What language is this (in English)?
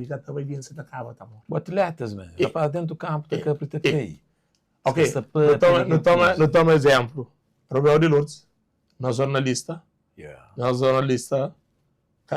Kabuverdianu